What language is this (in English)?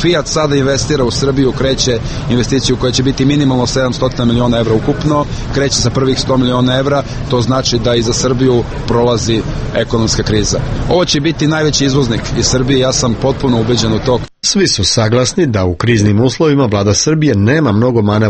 Serbian